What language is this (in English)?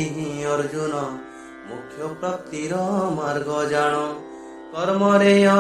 Odia